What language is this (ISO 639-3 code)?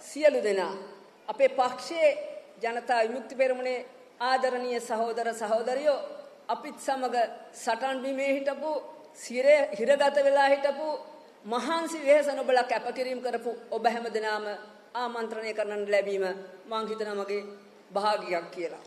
sin